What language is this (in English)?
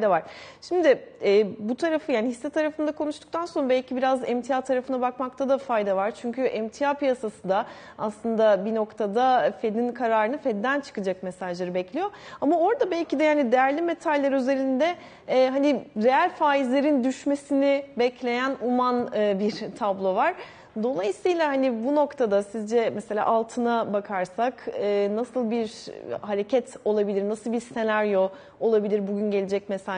Turkish